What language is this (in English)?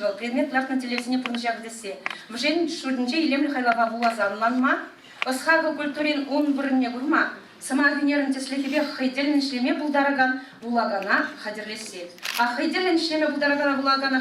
Chuvash